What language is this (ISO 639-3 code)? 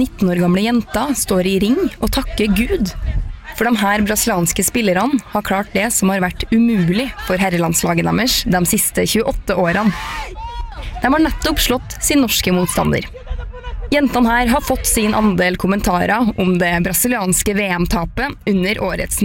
nor